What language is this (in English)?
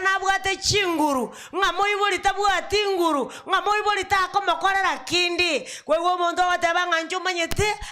Gusii